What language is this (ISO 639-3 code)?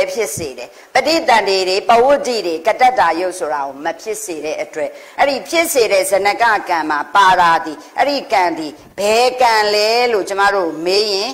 mya